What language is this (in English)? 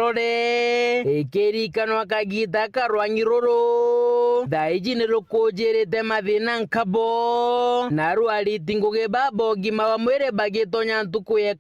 Meru